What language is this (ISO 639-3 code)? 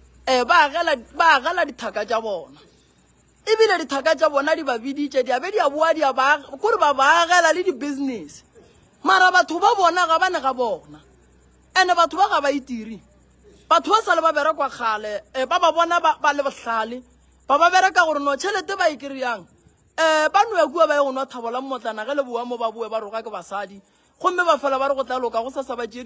nso